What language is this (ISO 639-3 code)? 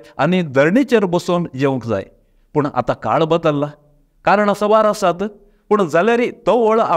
kok